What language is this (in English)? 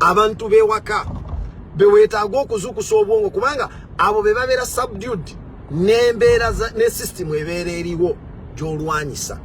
Ganda